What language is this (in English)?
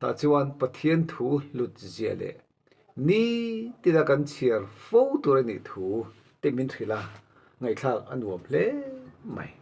Mizo